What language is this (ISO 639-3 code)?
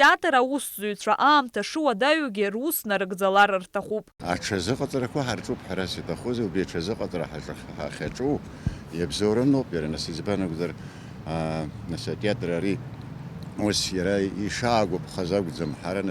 abk